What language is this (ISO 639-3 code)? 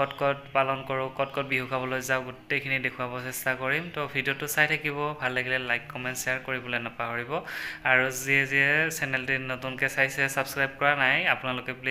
asm